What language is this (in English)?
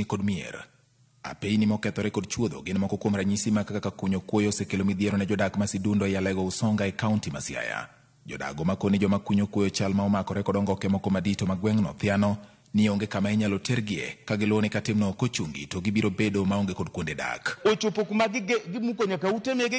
Luo (Kenya and Tanzania)